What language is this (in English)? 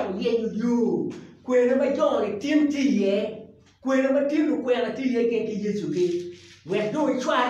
Acoli